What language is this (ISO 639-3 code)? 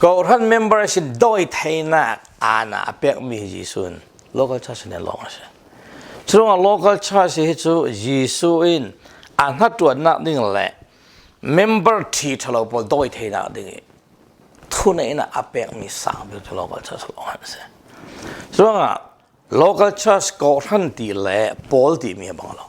cfm